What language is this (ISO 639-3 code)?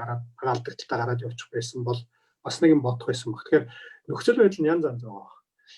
mon